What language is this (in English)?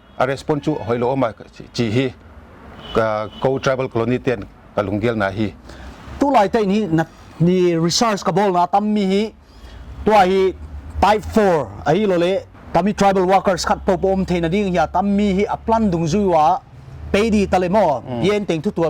Paite Chin